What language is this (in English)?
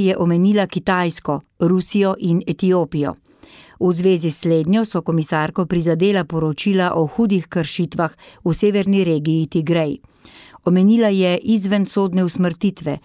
Slovenian